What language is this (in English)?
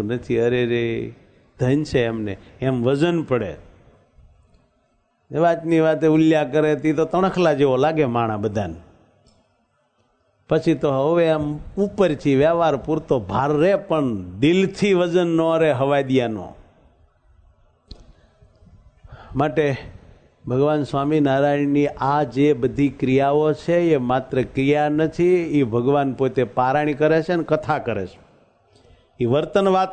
Gujarati